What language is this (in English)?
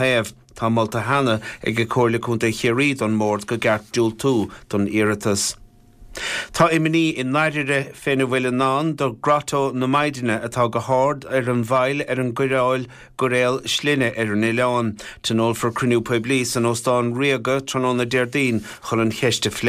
Irish